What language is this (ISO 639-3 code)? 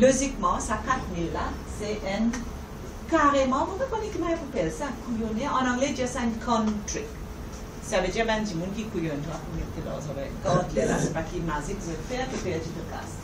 mfe